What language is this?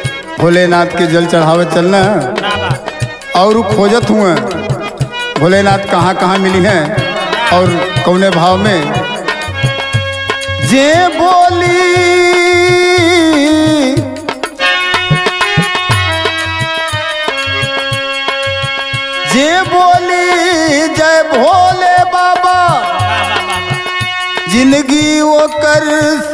Bhojpuri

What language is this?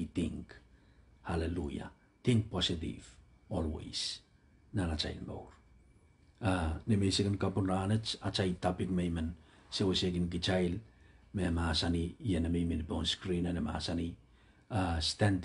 Pohnpeian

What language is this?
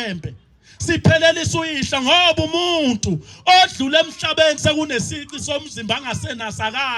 Zulu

